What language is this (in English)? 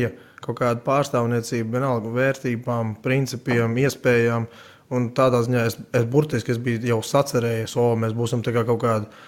Latvian